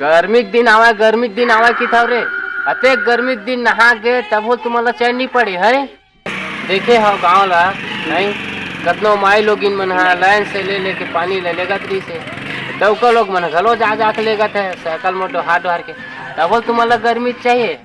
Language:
Chhattisgarhi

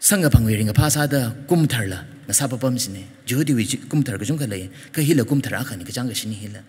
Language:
Tangkhul Naga (India)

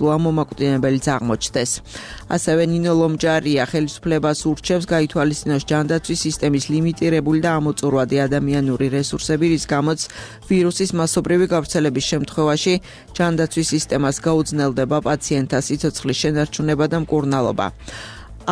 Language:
Georgian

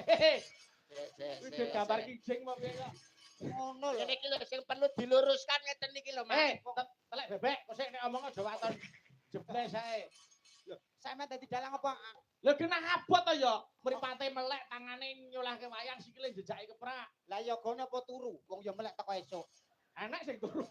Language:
Javanese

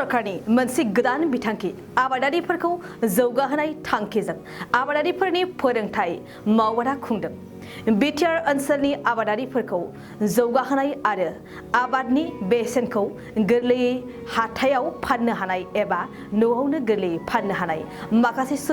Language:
Bodo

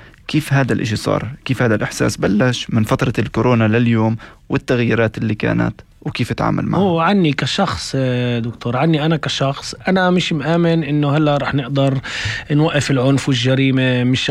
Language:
North Levantine Arabic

